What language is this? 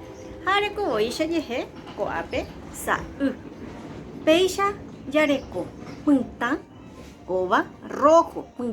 Guarani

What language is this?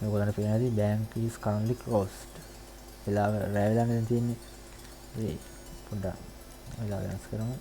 Sinhala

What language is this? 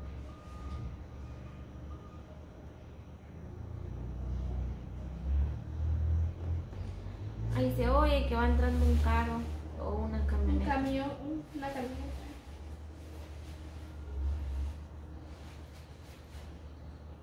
Spanish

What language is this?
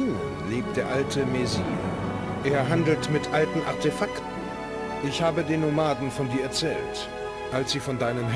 Bavarian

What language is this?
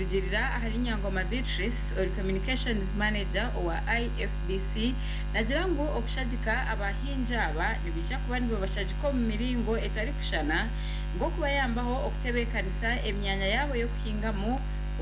Nyankole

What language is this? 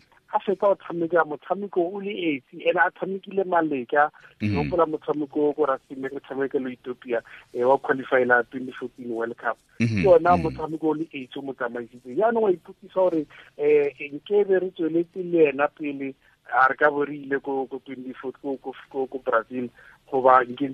Tswana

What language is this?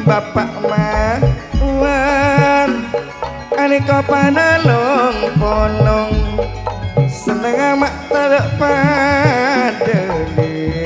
Madurese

